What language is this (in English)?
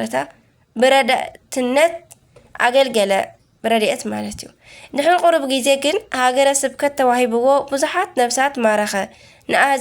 Tigrinya